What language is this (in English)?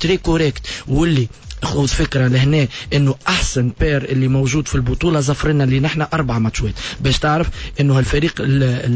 Tunisian Arabic